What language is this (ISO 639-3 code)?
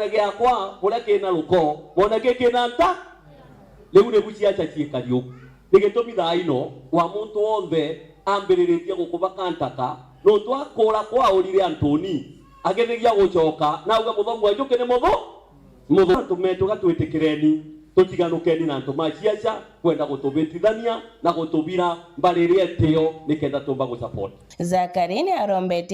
mer